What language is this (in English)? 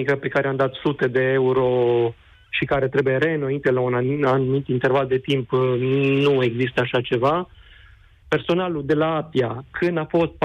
Romanian